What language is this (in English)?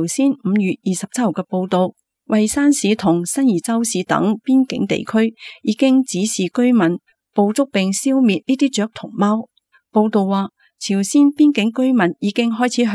Cantonese